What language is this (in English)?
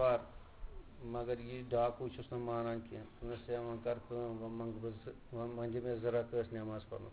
Kashmiri